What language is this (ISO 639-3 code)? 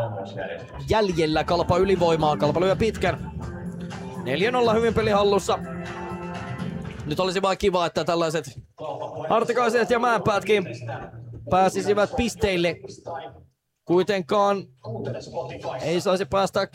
fin